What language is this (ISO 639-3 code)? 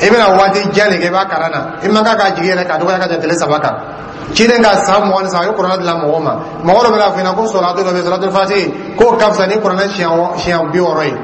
dyu